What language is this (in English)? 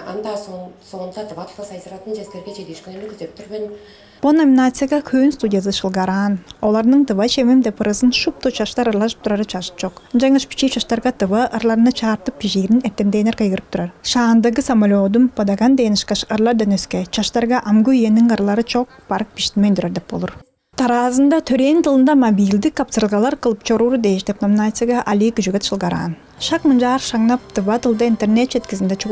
Tuvinian